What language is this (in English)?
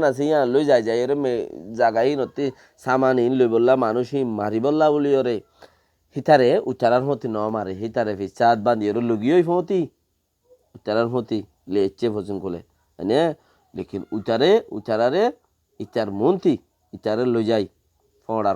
Rohingya